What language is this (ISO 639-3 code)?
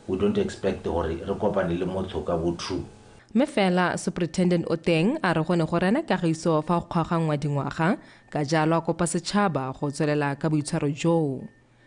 tsn